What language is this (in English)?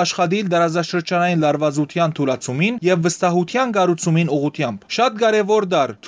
Western Armenian